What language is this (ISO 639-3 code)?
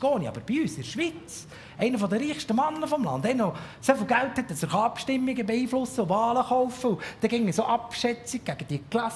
gsw